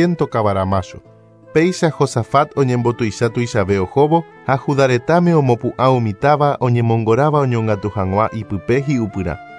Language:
Guarani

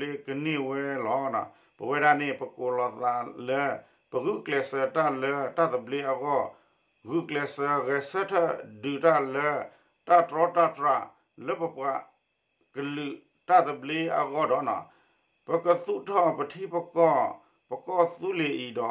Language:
S'gaw Karen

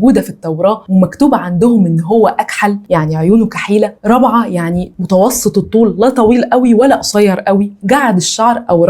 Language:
Egyptian Arabic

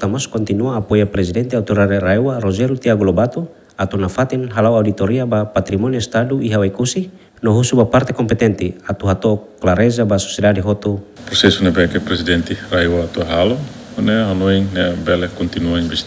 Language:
Tetum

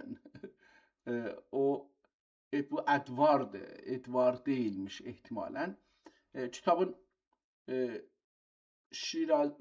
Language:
South Azerbaijani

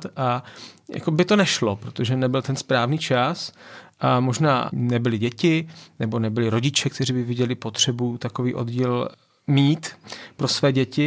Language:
Czech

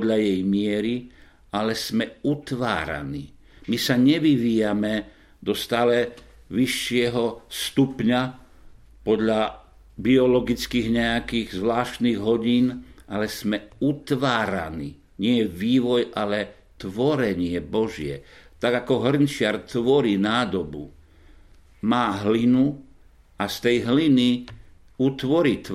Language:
Slovak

